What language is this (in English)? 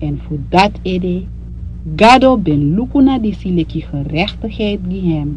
Sranan Tongo